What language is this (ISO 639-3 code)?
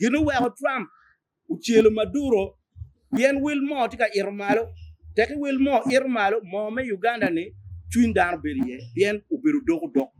ach